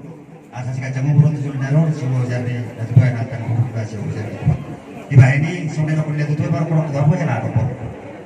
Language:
Batak Toba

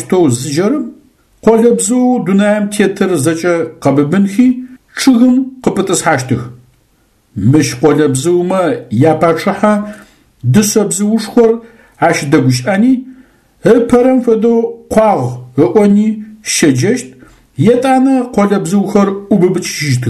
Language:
Adyghe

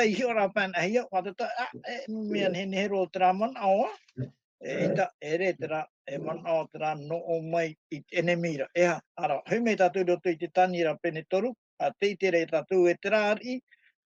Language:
Tahitian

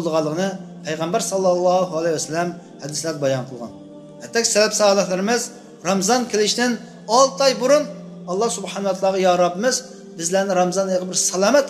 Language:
Uyghur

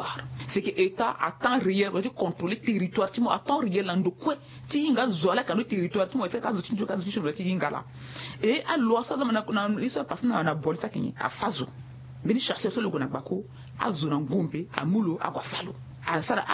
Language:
Sango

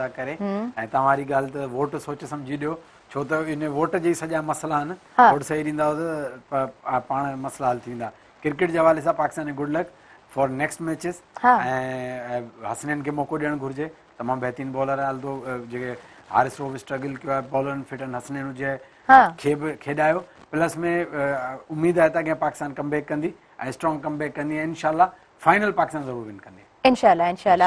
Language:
Sindhi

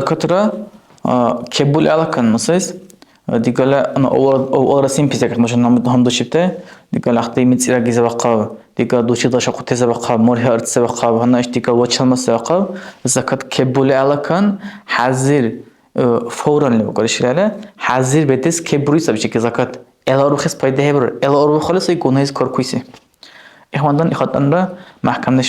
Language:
Dargwa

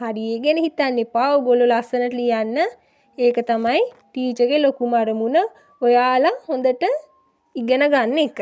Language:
Sinhala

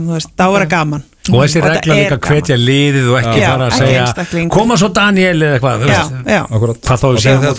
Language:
Icelandic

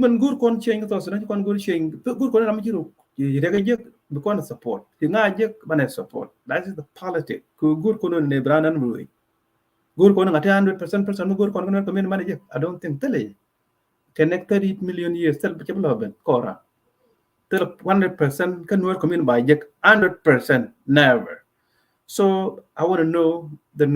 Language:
Nuer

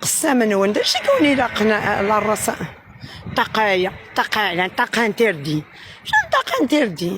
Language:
Kabyle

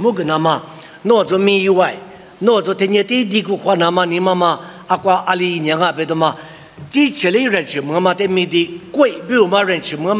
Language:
Lisu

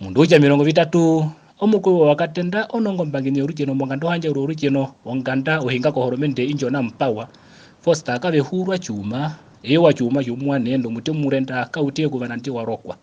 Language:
Herero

